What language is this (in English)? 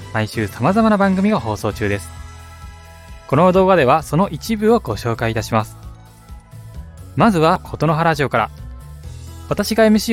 Japanese